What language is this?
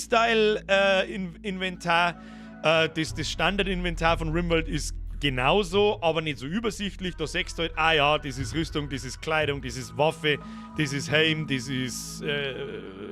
Bavarian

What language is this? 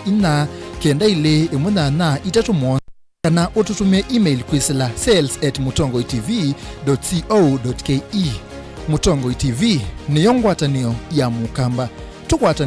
Kamba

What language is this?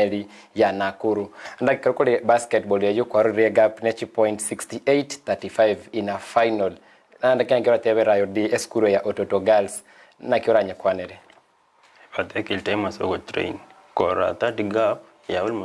Gusii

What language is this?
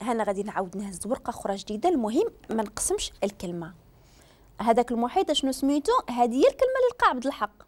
Moroccan Arabic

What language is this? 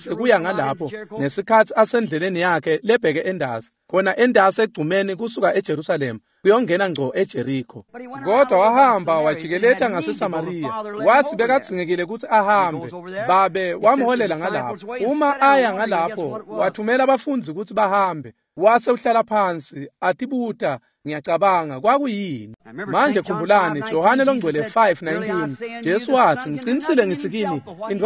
Swati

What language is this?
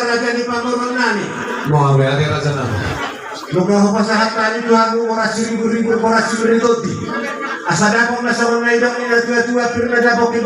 Batak Toba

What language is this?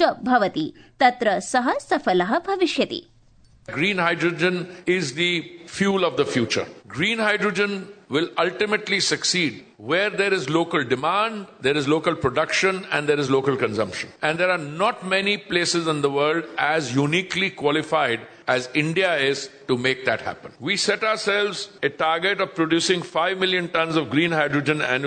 Sanskrit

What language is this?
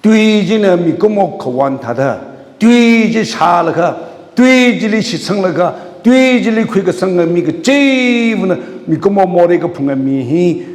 Tangkhul Naga (India)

